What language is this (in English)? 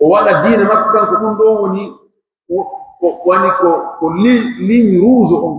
Pular